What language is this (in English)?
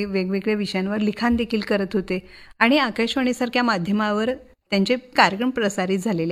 Marathi